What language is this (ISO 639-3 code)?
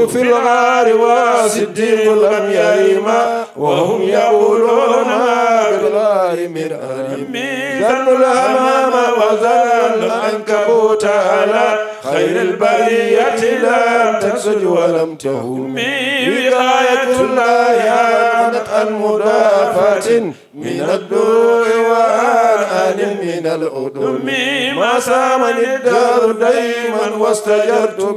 ful